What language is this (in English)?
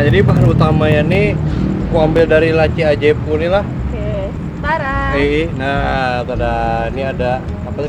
Banjar